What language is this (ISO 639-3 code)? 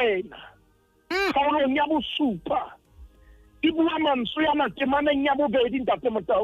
sot